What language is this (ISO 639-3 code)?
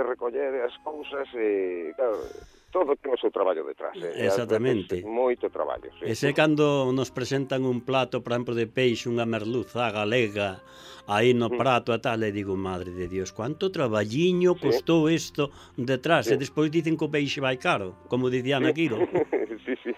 glg